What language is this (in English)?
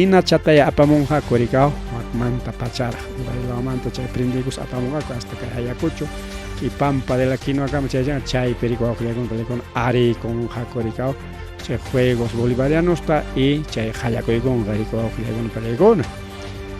Ayacucho Quechua